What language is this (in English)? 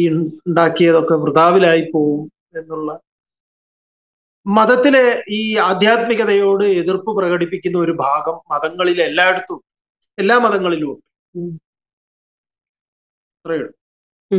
Malayalam